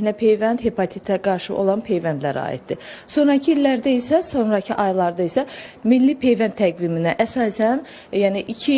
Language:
Azerbaijani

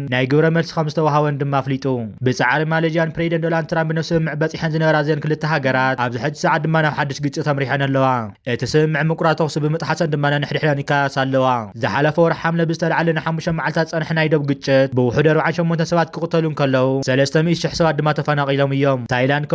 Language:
Tigrinya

